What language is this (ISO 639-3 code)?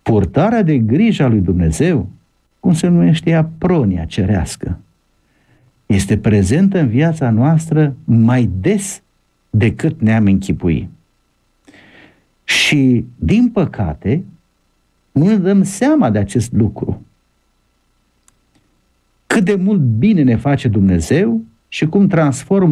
ron